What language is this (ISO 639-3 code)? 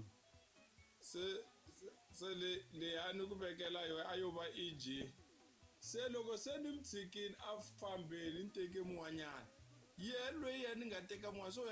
tso